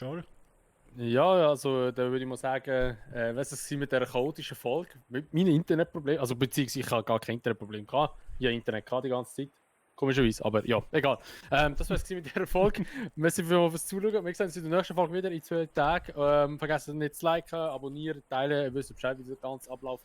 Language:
Swiss German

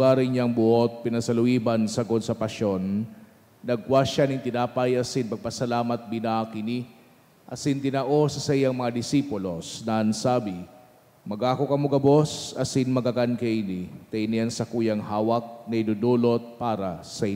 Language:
Bikol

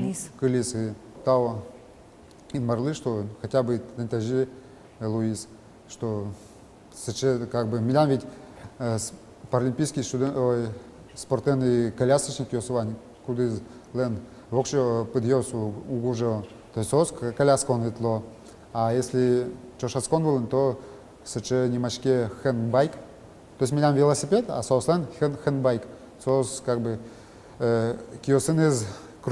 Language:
Udmurt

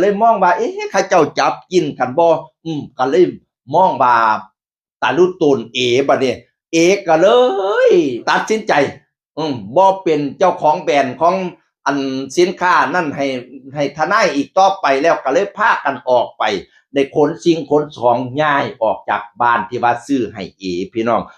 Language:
Northeastern Thai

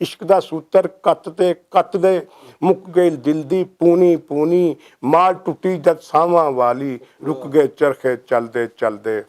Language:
Western Panjabi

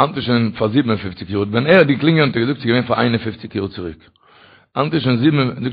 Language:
Yiddish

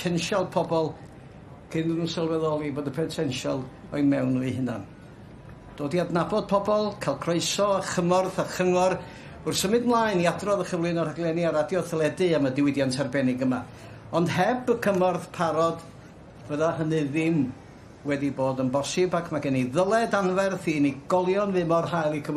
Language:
Welsh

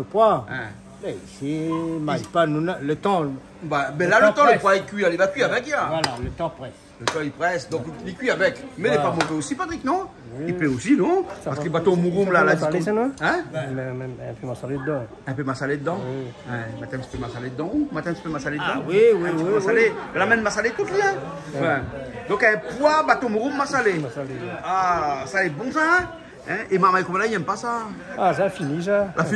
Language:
Réunion Creole French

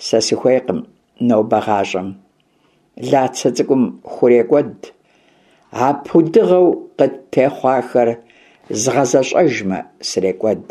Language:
Kabardian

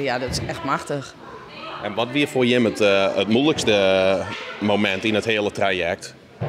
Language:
Western Frisian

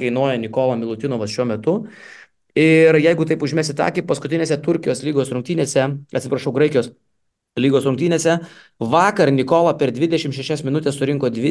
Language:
Lithuanian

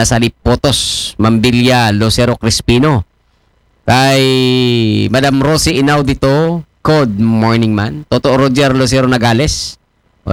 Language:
Aklanon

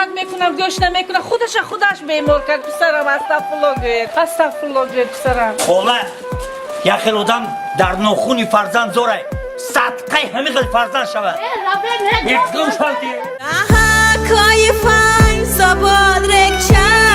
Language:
Tajik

